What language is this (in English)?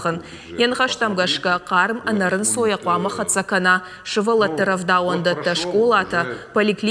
Ossetic